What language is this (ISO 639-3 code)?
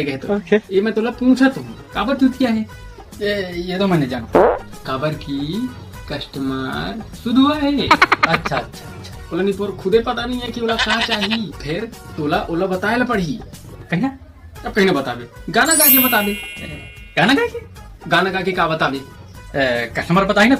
hne